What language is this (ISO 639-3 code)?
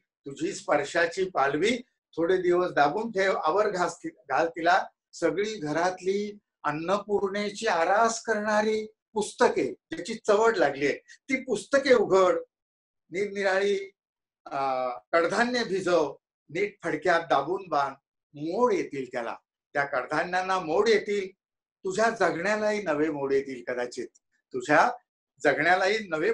mar